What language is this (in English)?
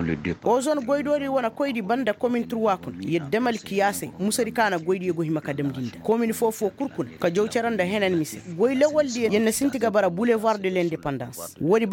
Koyraboro Senni